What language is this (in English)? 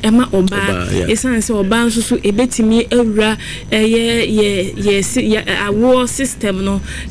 Akan